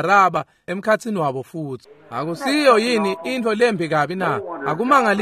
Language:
Swati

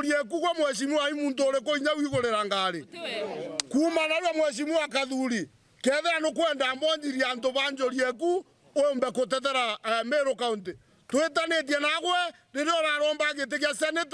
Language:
Meru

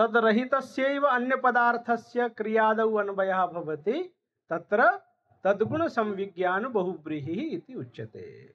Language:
Sanskrit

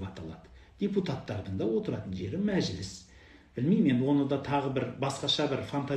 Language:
Kazakh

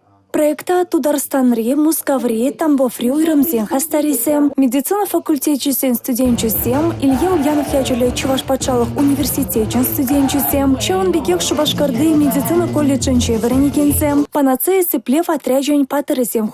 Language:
Chuvash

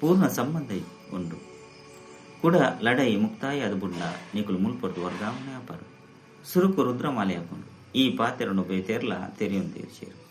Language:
Tulu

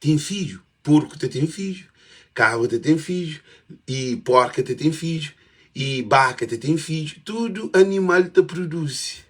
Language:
Kabuverdianu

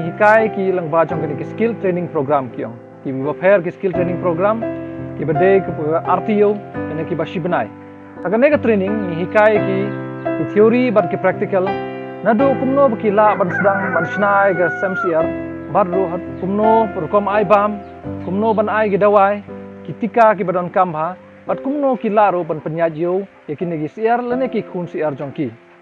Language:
Khasi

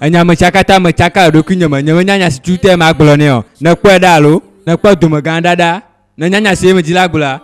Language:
Ewe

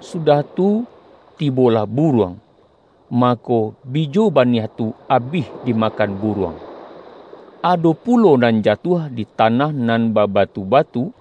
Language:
Minangkabau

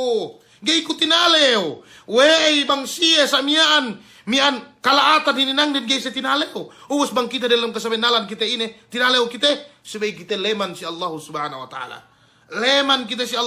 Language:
Yakan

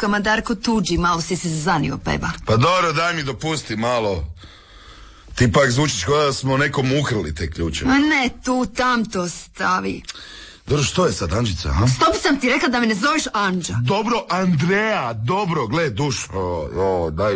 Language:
Croatian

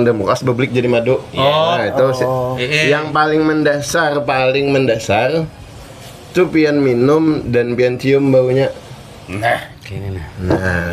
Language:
Banjar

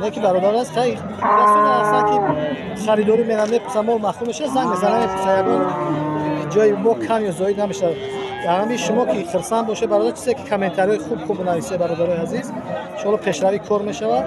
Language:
Tajik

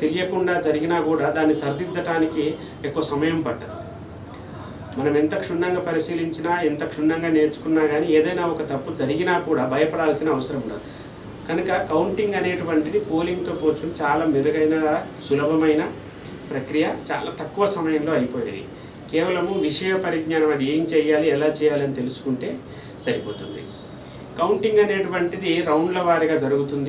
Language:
Telugu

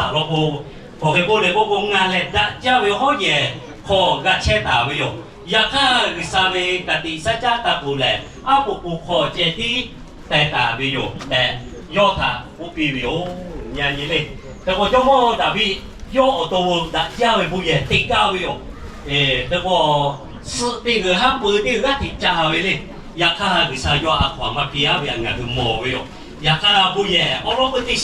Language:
Lahu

